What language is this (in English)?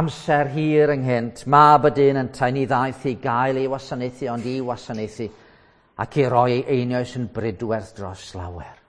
Welsh